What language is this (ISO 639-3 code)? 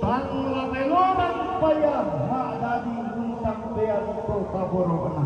sda